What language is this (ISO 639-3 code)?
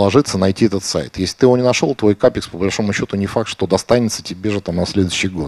rus